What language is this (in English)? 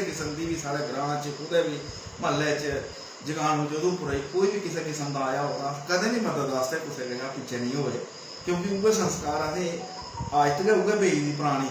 Dogri